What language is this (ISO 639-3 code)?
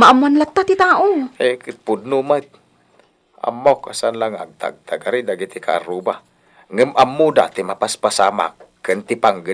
ilo